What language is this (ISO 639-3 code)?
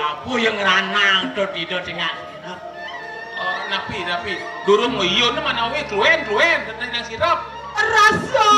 ban